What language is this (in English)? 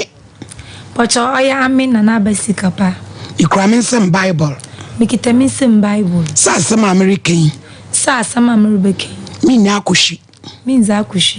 Akan